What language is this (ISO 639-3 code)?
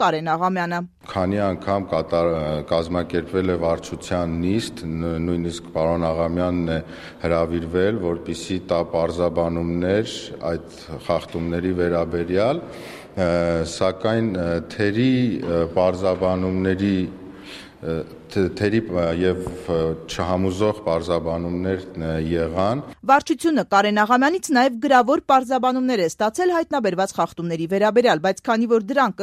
hye